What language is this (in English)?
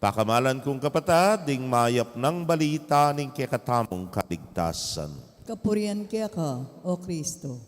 Pampanga